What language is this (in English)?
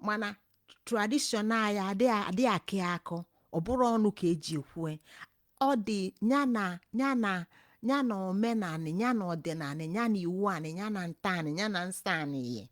Igbo